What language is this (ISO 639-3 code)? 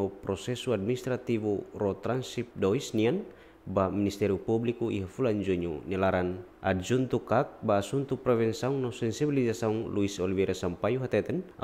tet